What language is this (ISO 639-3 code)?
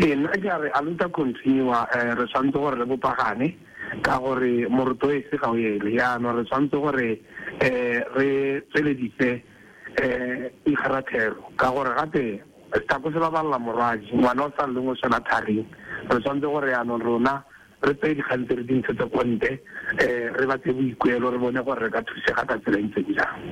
tsn